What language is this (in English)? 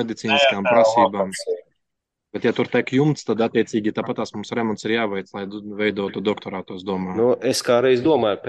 Latvian